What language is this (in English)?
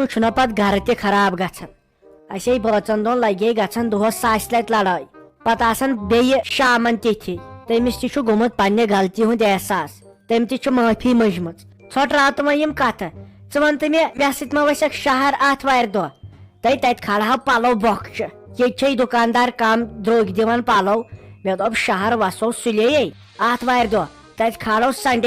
Kashmiri